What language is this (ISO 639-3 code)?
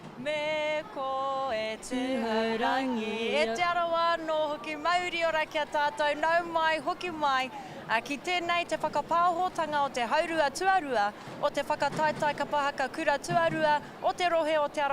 mri